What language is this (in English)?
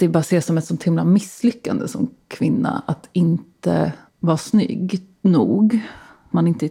Swedish